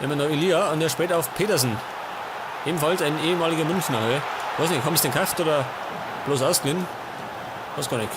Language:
Bavarian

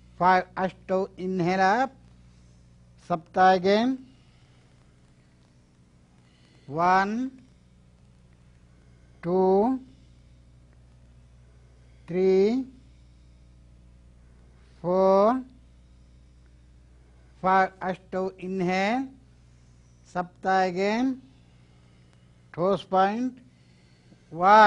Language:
English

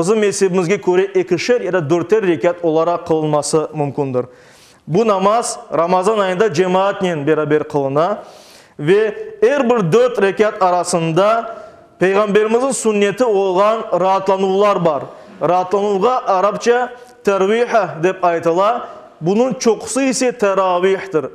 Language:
Crimean Tatar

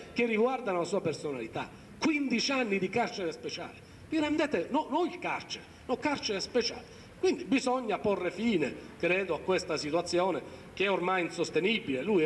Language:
Italian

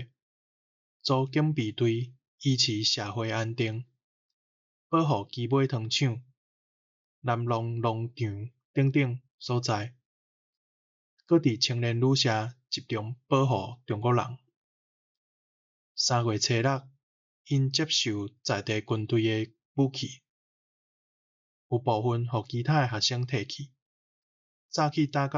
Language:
Min Nan Chinese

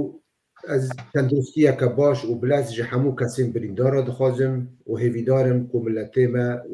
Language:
Kurdish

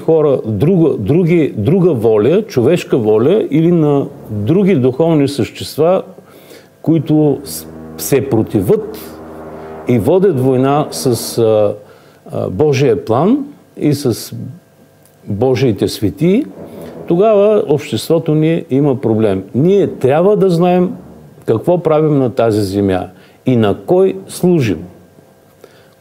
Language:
Bulgarian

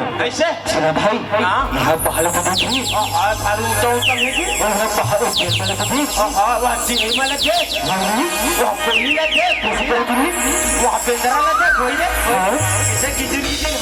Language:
Chhattisgarhi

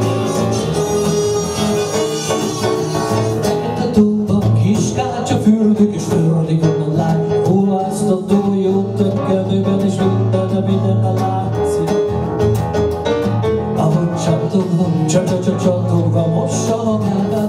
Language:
Hungarian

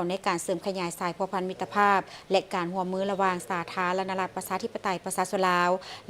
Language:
Lao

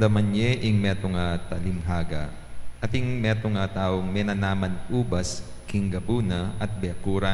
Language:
Pampanga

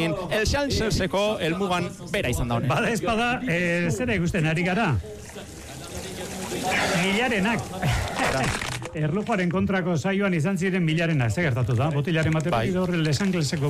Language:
Basque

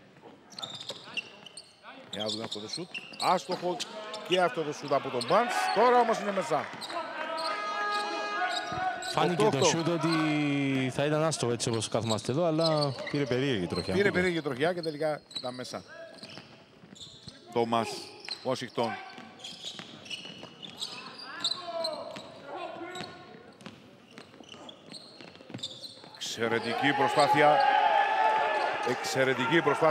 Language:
Greek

